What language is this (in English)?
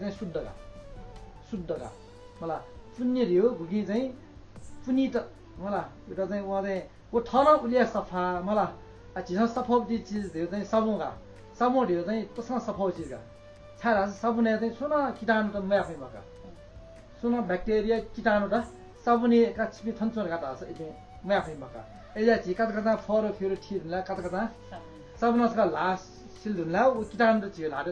Newari